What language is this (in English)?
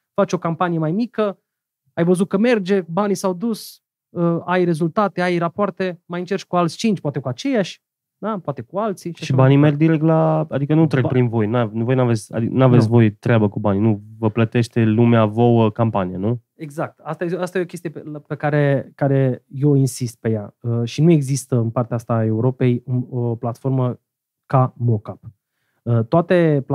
Romanian